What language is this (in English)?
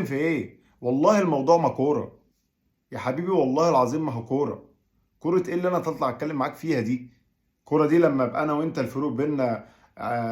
Egyptian Arabic